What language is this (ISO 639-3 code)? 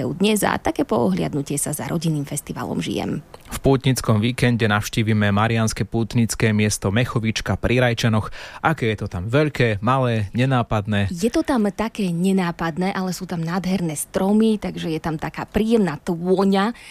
slk